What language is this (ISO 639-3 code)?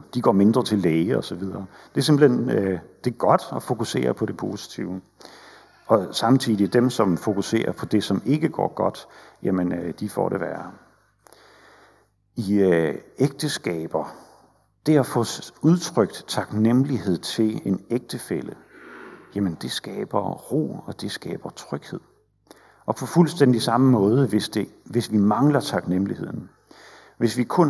dan